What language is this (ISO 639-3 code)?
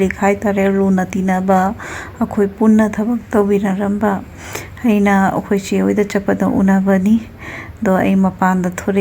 mni